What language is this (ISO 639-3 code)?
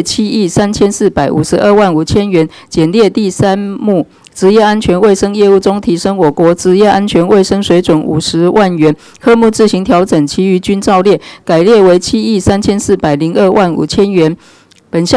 zho